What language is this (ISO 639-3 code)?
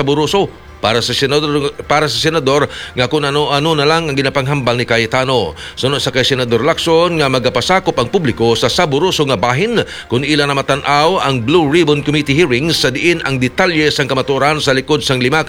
hil